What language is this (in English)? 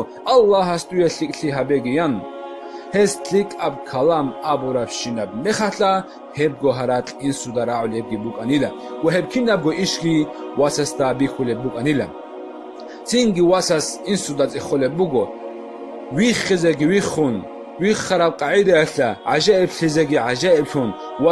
Avaric